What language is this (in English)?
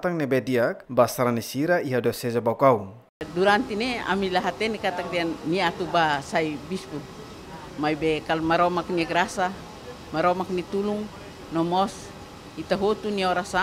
Tetum